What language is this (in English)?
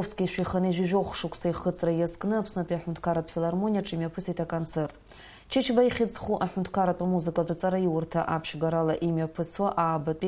Abkhazian